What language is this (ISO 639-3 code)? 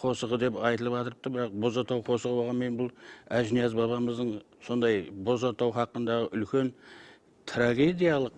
kaa